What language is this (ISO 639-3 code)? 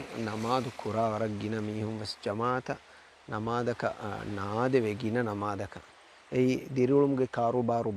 div